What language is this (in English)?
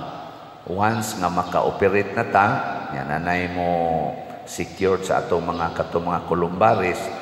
Cebuano